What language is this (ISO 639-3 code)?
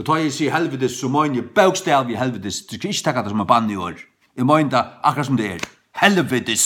fao